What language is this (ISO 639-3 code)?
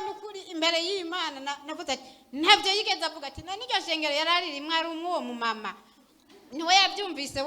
run